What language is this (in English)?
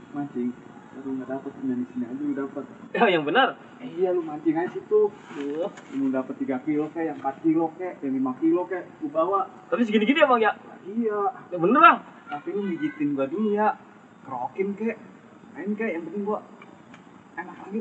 Betawi